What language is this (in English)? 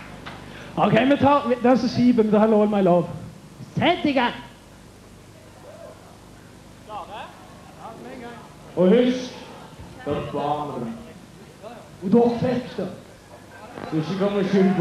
Norwegian